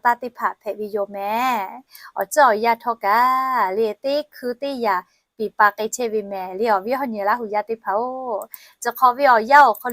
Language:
Lahu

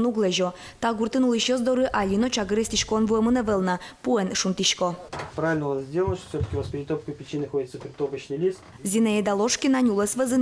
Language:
Udmurt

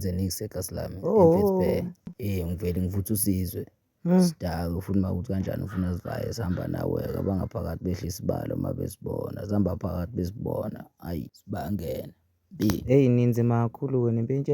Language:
Zulu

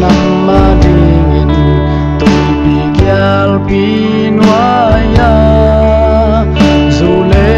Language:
Tedim Chin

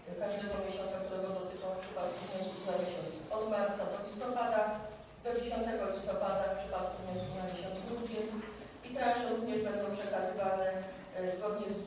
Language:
Polish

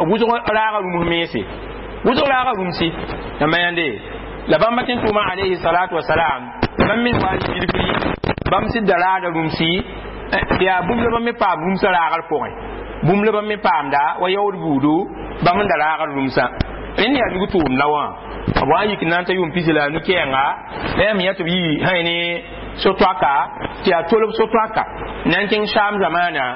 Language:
Mossi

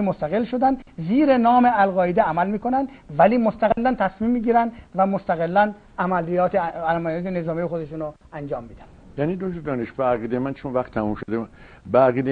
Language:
Persian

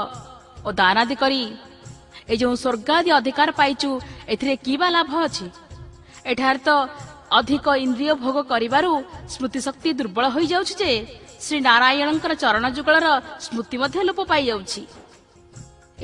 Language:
Odia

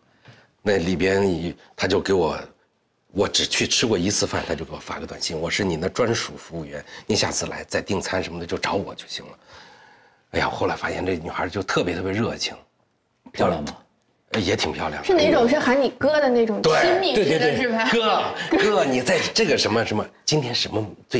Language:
Chinese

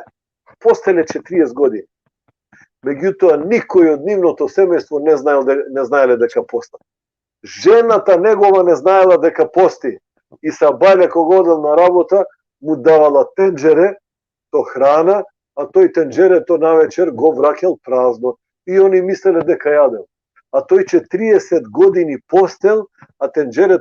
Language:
Balkan Romani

